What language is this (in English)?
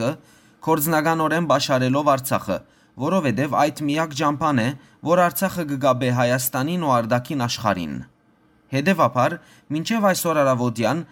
Western Armenian